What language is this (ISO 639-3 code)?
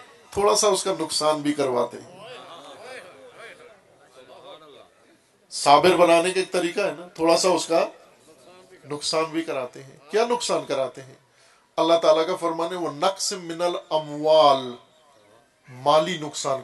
urd